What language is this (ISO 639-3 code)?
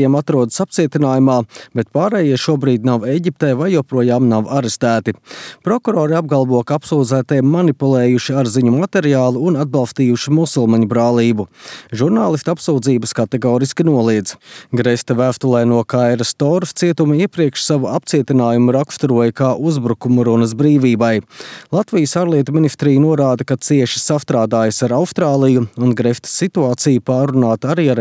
lav